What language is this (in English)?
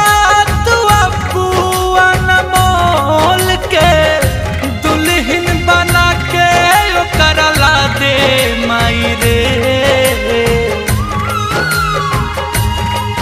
Bhojpuri